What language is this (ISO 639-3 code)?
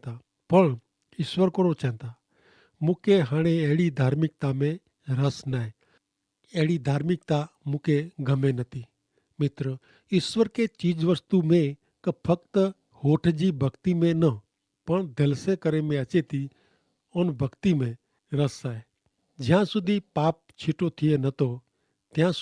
kfr